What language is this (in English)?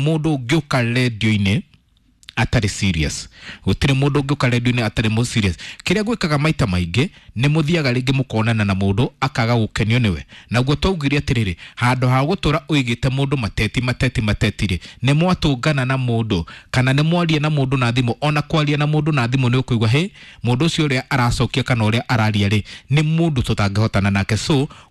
Kikuyu